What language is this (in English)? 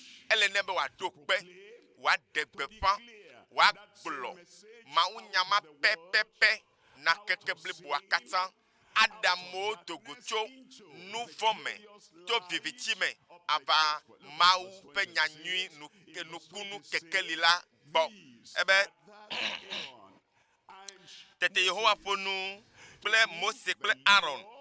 Ewe